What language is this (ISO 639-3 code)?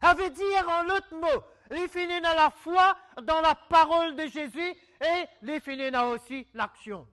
mfe